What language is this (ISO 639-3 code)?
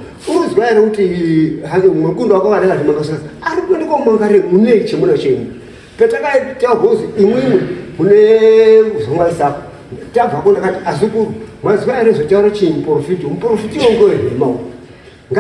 sna